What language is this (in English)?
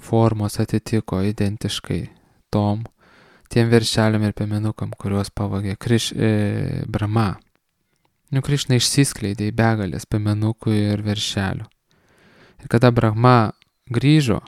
Lithuanian